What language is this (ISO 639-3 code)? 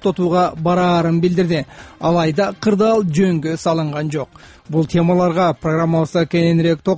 kir